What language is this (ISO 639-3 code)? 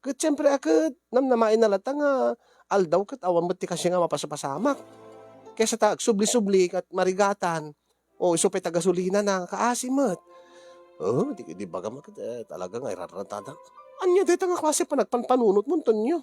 ilo